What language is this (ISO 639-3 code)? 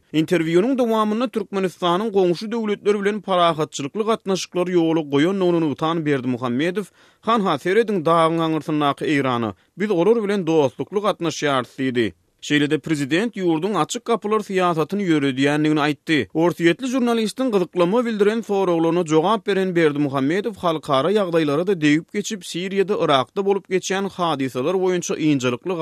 tuk